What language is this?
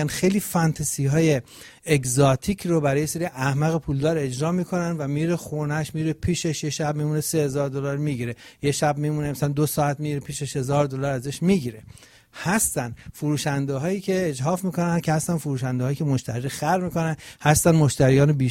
Persian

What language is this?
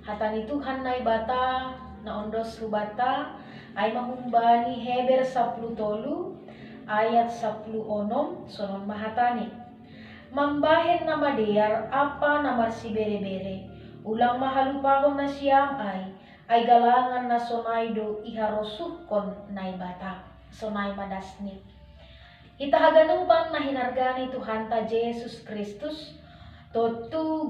Batak Simalungun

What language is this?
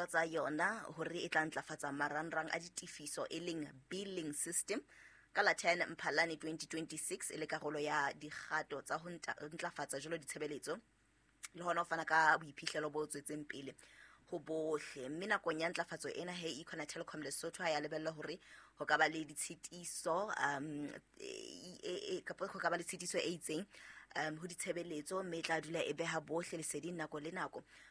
Southern Sotho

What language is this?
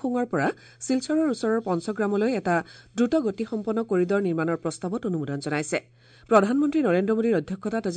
Assamese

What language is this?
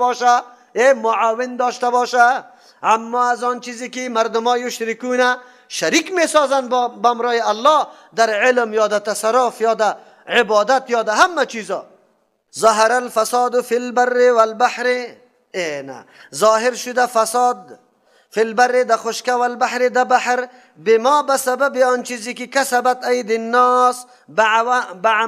Persian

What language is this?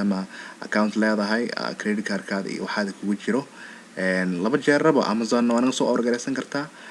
Somali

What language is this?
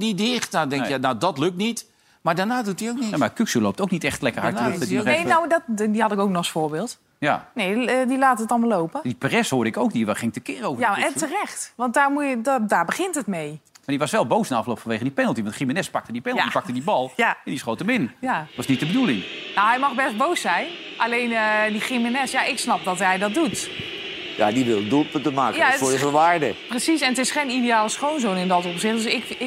Dutch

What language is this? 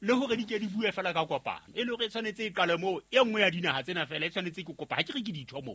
Southern Sotho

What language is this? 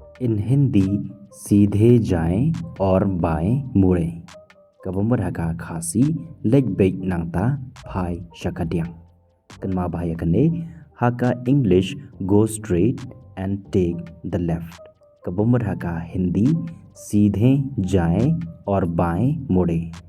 Khasi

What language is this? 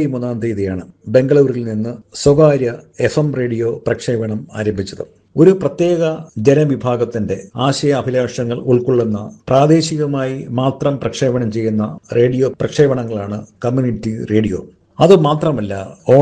Malayalam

